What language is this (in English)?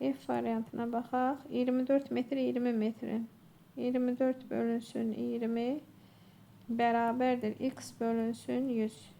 Azerbaijani